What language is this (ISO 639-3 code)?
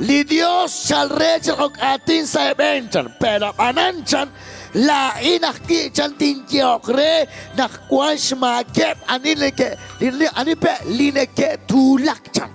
kek